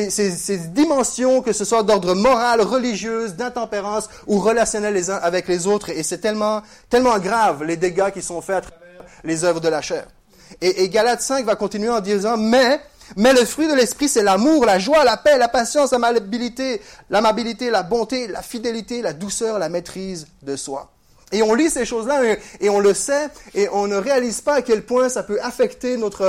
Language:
French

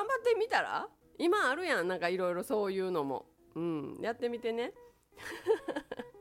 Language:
Japanese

